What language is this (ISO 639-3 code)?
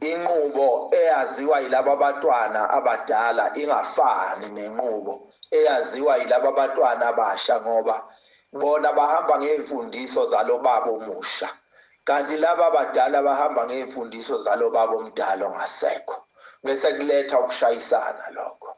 zul